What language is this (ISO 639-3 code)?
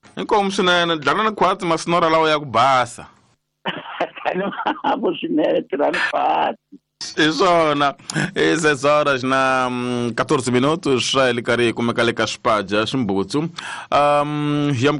tso